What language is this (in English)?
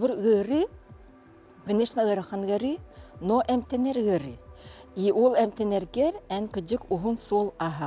Yakut